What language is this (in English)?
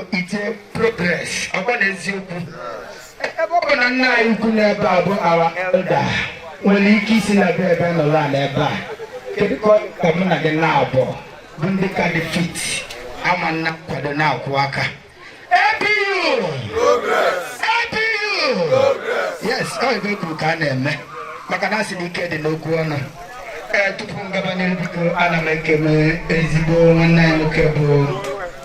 Igbo